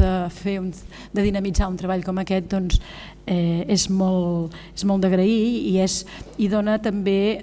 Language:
Catalan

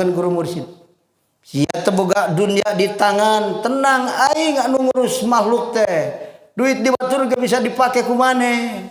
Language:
Sundanese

